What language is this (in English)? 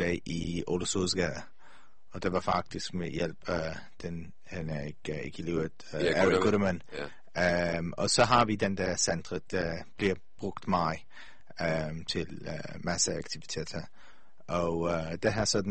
Danish